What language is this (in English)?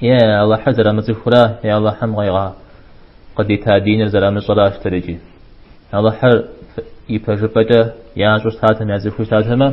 Kabardian